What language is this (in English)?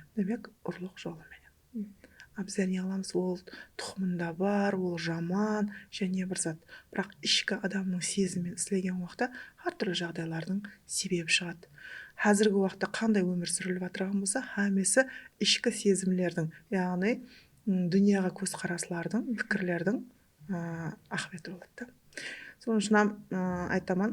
Kara-Kalpak